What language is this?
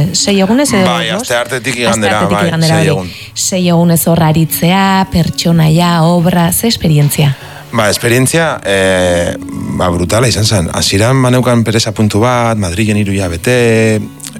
Basque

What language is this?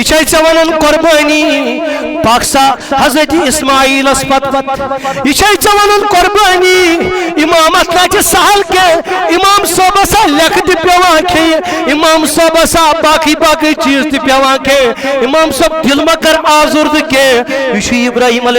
Kashmiri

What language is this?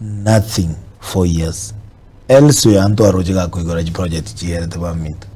Gusii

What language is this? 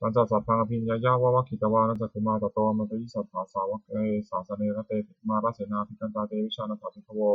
Pali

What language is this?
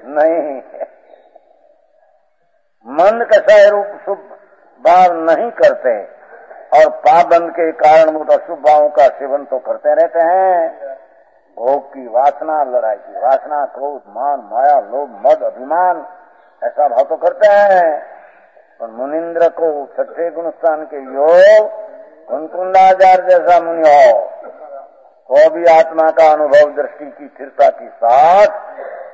Hindi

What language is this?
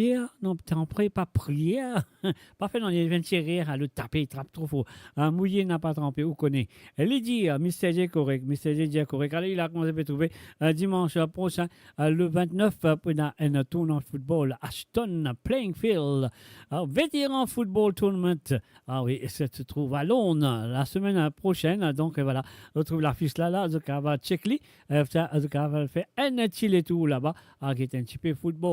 Morisyen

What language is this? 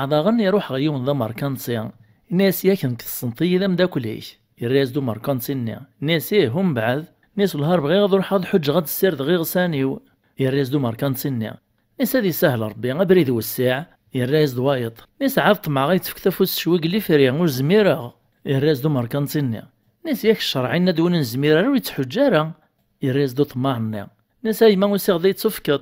Kabyle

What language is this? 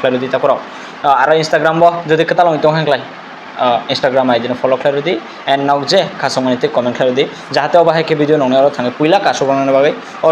Kok Borok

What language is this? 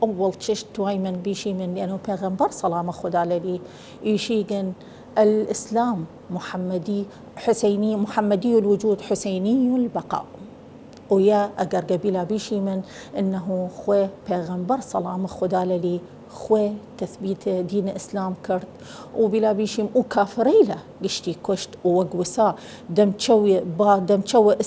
Southern Kurdish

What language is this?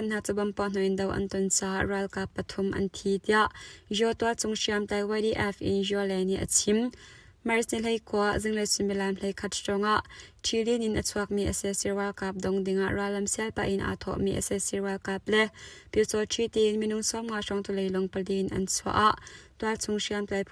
Hakha Chin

